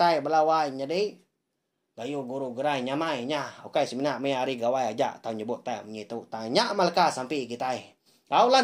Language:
Iban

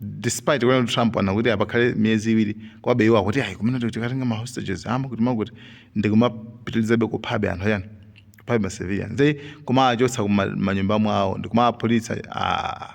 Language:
Nyanja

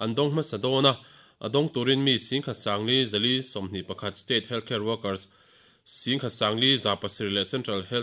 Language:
Mizo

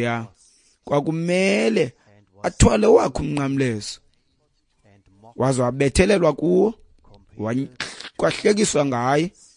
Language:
Xhosa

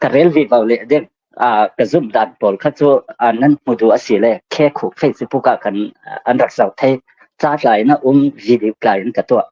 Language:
Hakha Chin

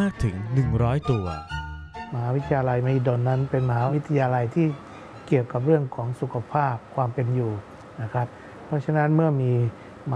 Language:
Thai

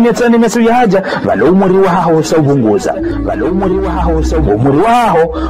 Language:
Ngazidja Comorian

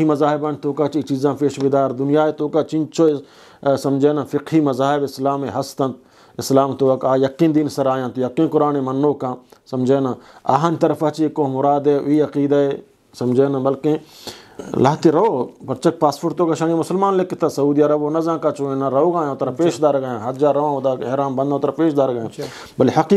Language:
Eastern Balochi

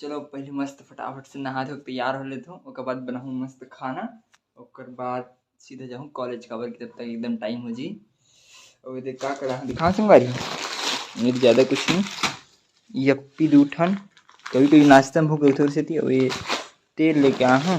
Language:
Chhattisgarhi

